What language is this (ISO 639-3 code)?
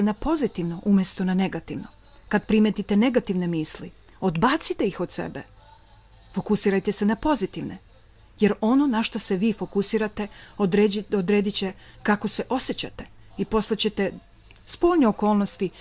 srp